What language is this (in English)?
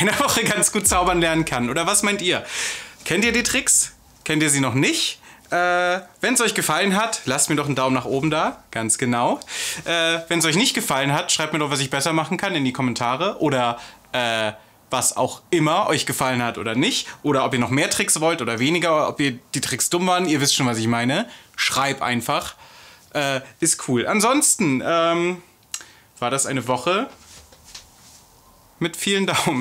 German